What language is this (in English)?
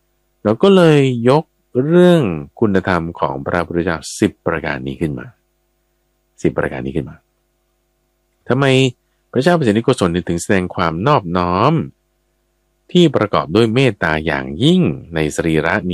Thai